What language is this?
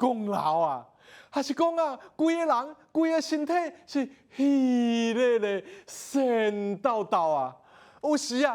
Min Nan Chinese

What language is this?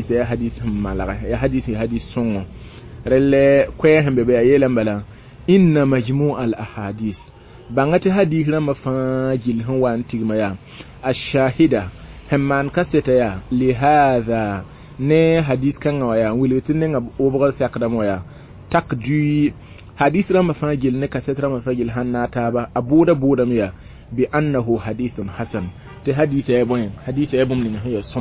Mossi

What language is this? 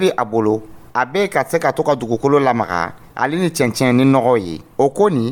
Dyula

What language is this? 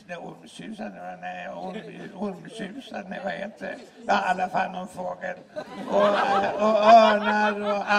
Swedish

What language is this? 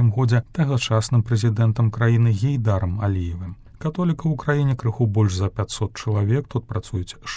Belarusian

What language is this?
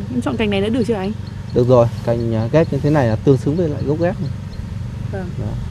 Vietnamese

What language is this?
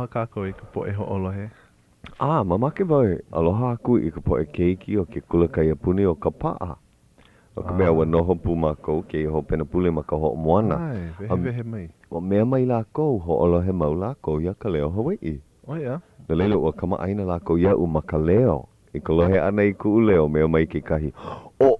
Hawaiian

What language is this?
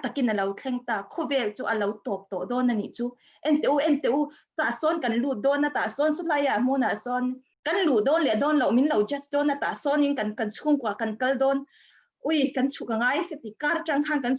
Mizo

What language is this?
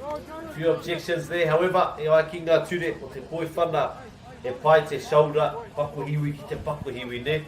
Māori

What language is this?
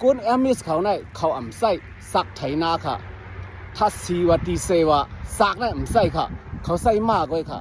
Shan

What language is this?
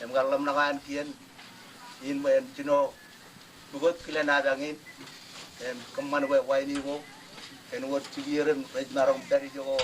Marshallese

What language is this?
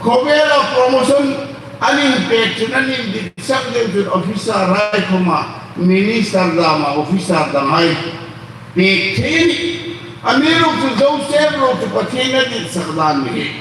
Hmar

